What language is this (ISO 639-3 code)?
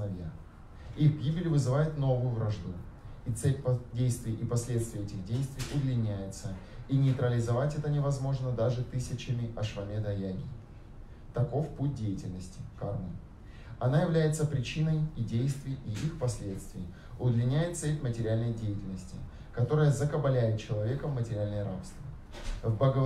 rus